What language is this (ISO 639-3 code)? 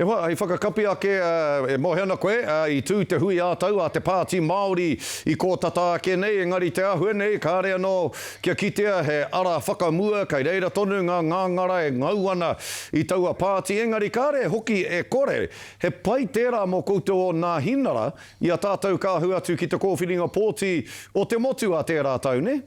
mri